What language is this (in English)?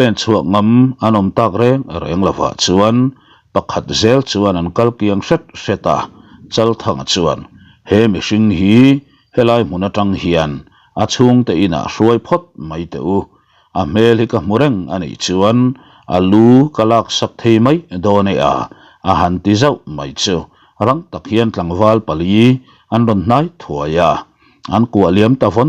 Mizo